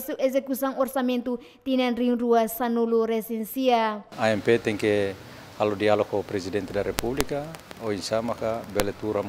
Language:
Tetum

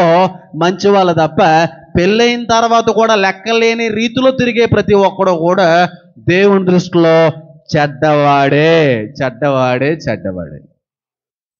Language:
Telugu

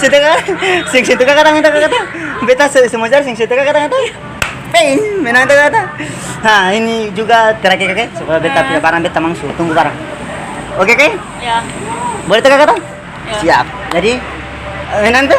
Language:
Ambonese Malay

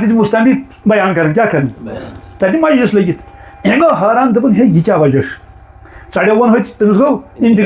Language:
Kashmiri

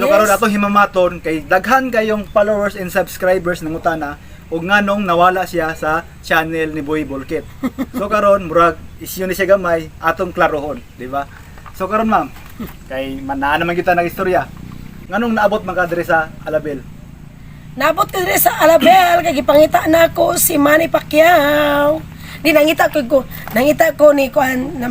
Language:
Cebuano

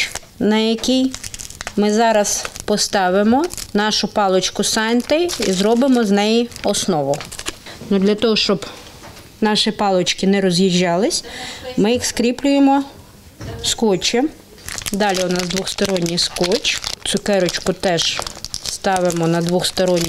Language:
Ukrainian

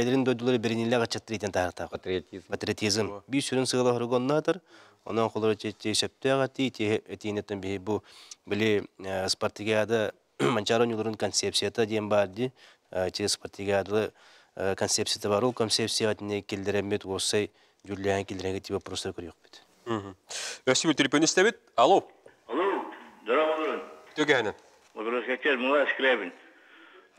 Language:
Yakut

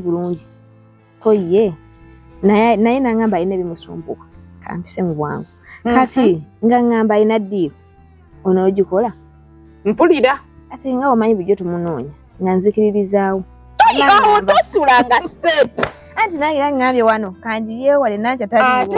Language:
Ganda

